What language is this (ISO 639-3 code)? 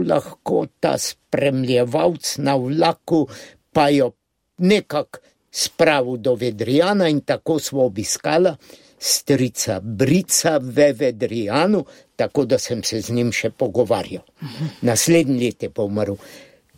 slv